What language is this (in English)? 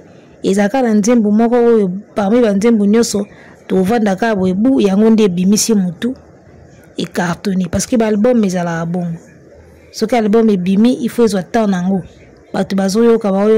Lingala